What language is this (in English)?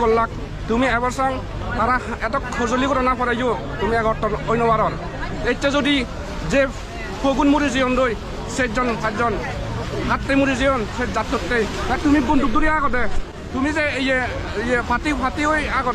Chakma